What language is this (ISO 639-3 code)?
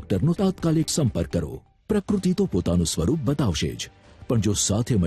guj